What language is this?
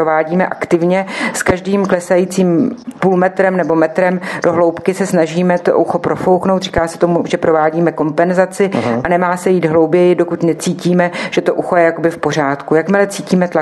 Czech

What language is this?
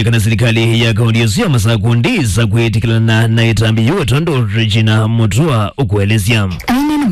Kamba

